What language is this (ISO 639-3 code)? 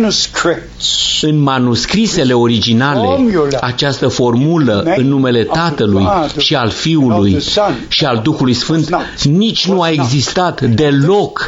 ron